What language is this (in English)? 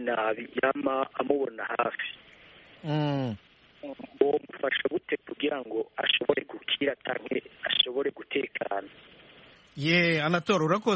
Kinyarwanda